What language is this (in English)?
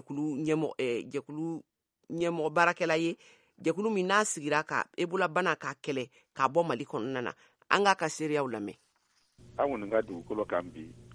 Bambara